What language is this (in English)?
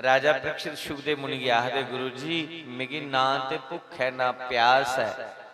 Dogri